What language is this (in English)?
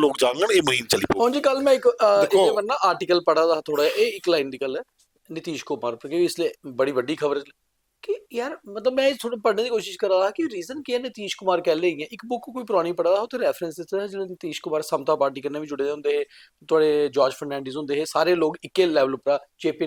Dogri